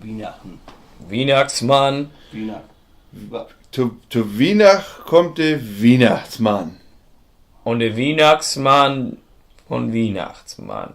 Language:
Low German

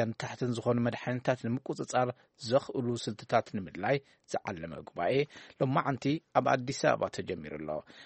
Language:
Tigrinya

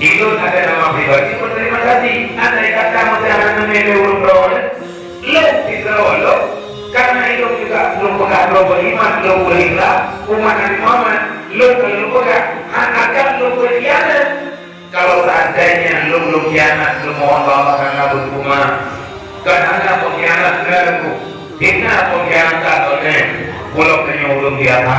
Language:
Achinese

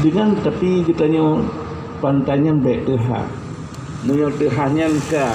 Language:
Achinese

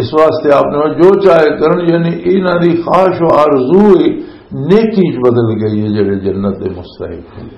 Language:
Western Panjabi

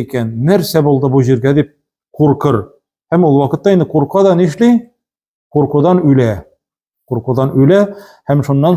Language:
Tatar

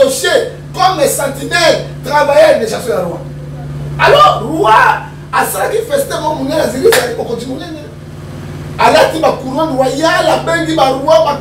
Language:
Lingala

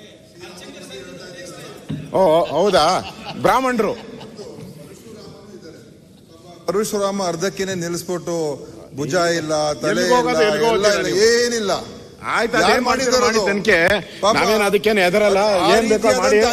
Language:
Kannada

